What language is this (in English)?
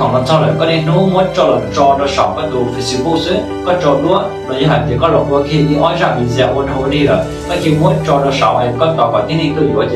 Hmong